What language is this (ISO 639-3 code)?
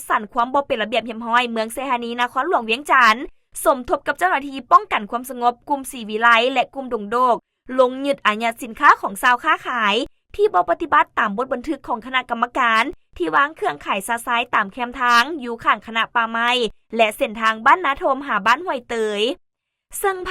lao